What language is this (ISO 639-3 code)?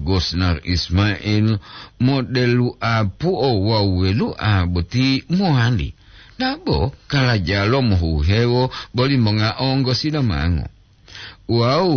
gor